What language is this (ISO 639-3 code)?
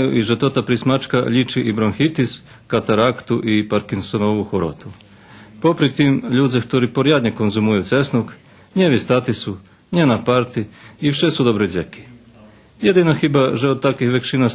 rue